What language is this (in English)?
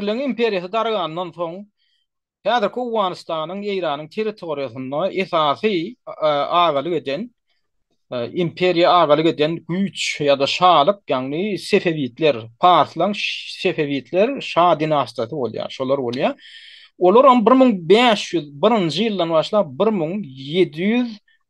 Turkmen